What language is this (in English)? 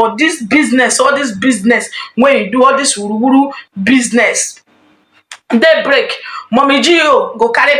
Nigerian Pidgin